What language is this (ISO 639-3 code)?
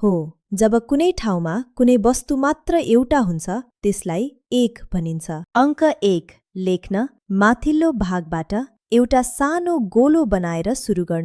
nep